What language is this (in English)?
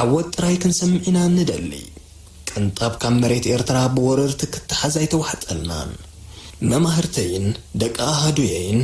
Tigrinya